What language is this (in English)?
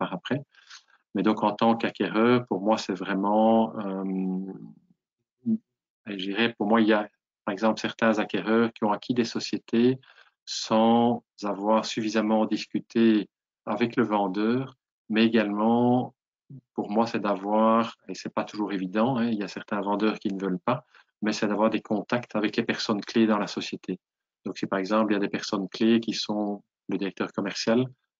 French